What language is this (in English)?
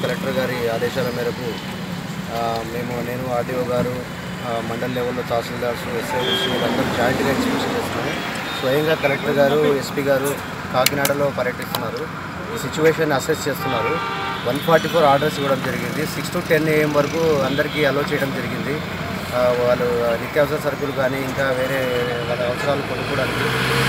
Telugu